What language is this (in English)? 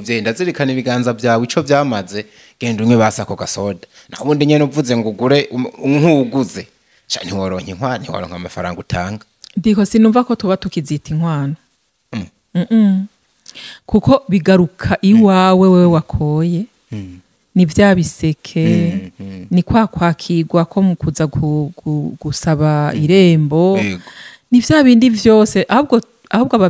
Rundi